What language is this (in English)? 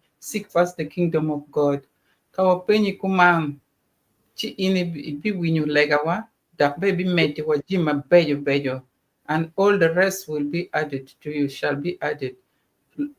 Acoli